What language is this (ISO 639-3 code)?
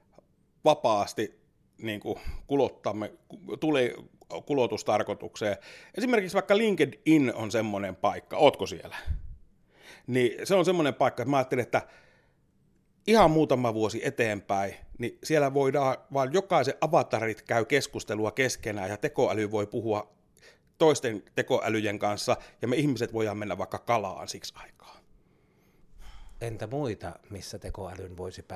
fin